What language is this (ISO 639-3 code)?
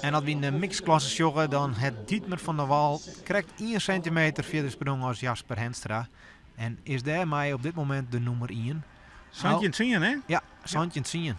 fry